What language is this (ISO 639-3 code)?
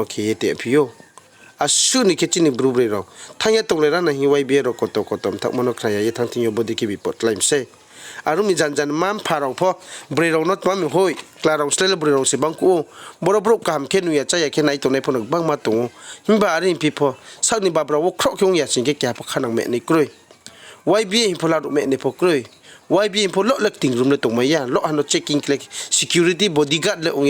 ria